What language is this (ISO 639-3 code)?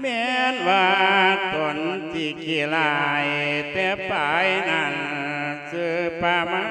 lao